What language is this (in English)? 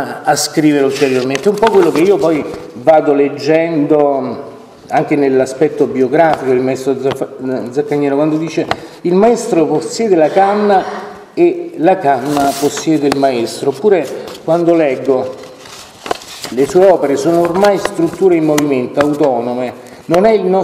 Italian